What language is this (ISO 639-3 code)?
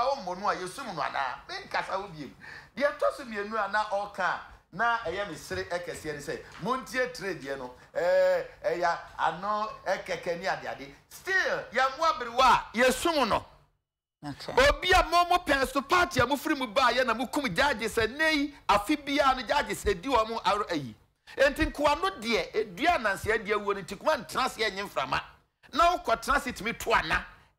aka